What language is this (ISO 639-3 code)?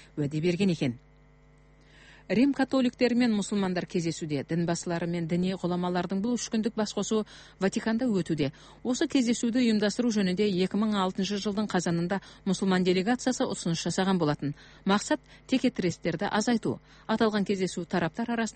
kaz